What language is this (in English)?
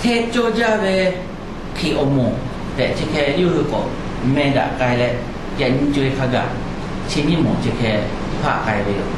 Lahu